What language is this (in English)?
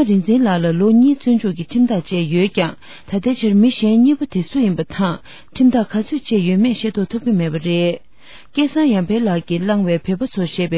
Tibetan